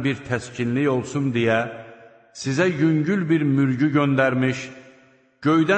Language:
Azerbaijani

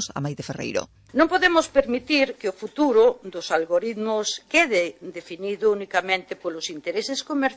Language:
Galician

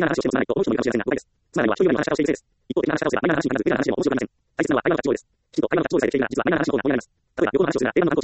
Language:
Japanese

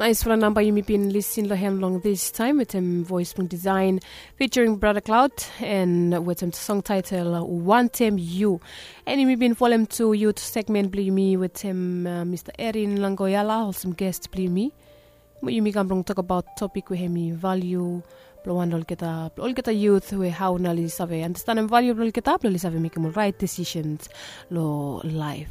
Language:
Bislama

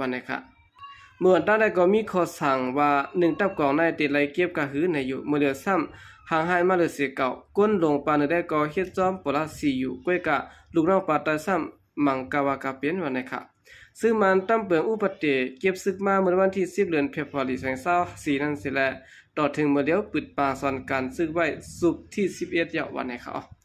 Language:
Shan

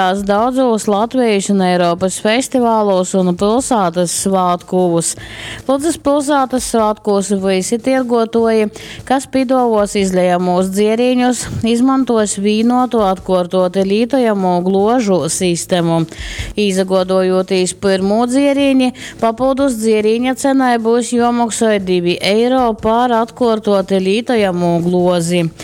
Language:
Latgalian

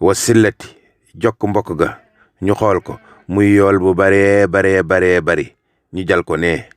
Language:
Wolof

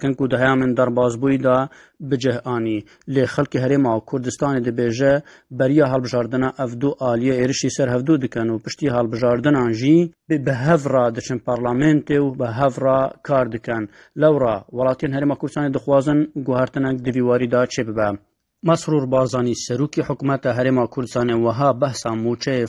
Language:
Kurdish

